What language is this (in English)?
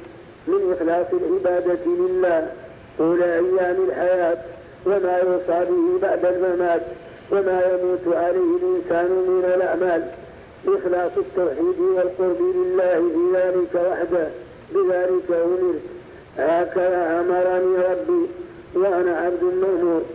Arabic